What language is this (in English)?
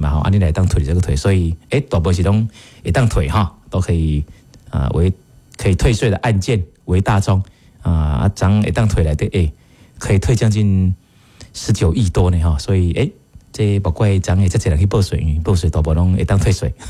Min Nan Chinese